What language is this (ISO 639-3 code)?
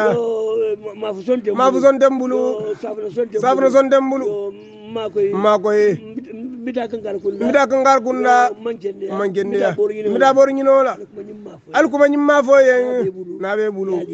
hau